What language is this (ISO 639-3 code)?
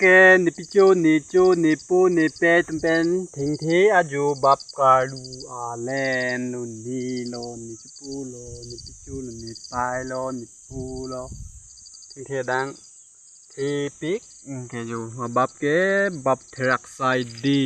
mjw